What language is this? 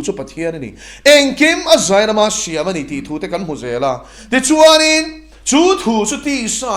Mizo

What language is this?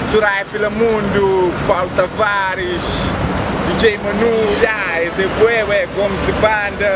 Kabuverdianu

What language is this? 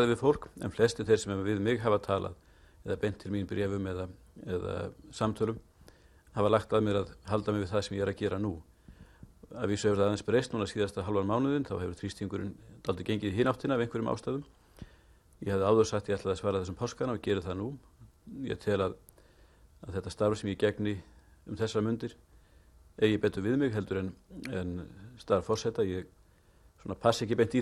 Icelandic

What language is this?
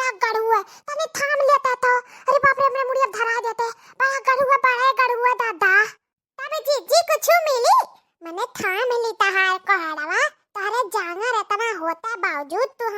Awadhi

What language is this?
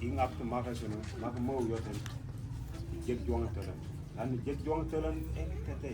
Mabaan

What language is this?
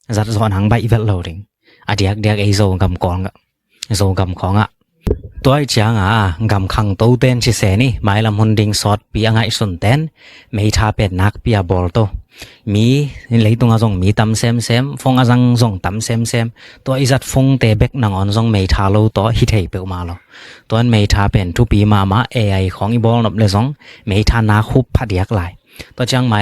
Tedim Chin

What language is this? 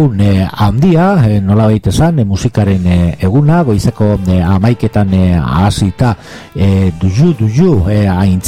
Basque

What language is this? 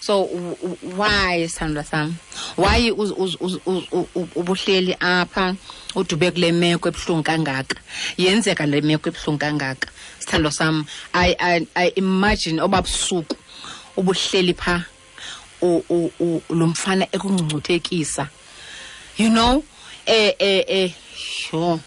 Xhosa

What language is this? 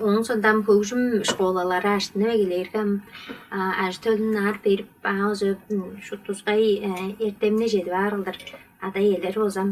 Tuvinian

